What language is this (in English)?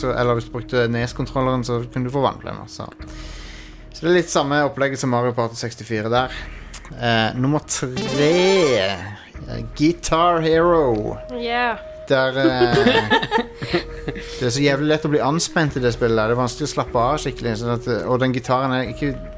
Norwegian